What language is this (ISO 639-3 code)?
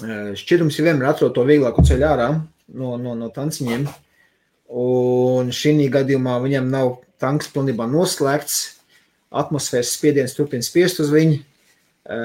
lav